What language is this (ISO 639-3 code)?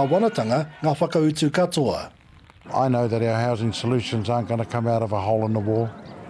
mri